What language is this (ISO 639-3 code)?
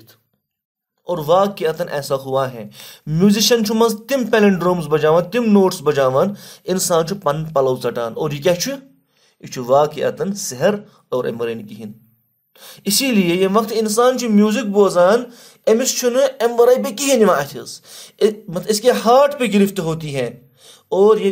kas